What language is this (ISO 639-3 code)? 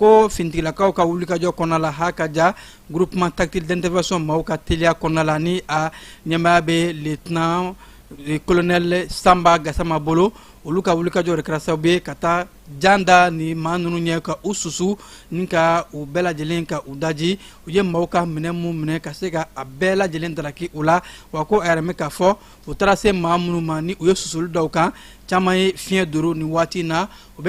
bam